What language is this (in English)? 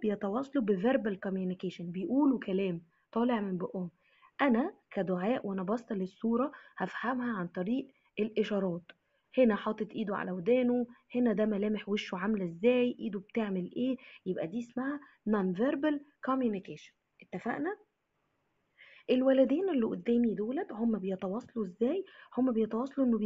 Egyptian Arabic